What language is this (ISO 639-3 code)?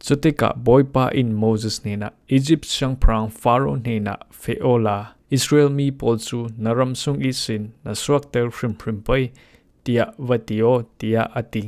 cfm